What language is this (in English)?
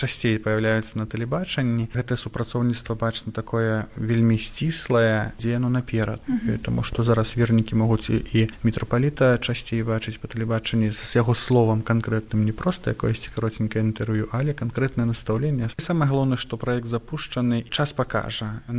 Belarusian